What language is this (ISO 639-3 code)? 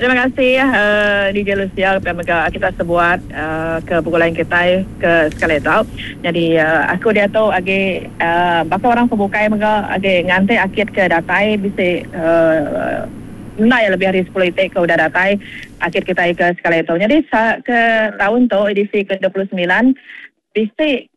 iba